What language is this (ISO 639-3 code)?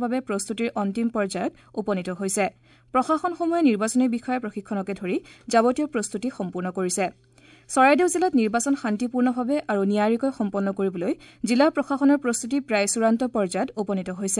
asm